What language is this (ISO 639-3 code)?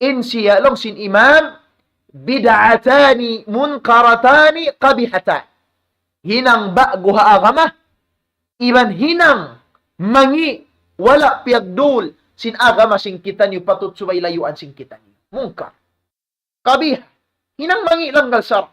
tsg